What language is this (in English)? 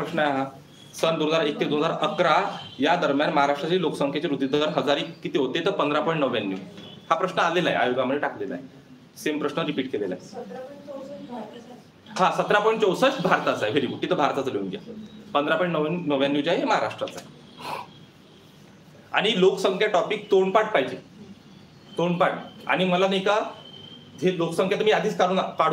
Marathi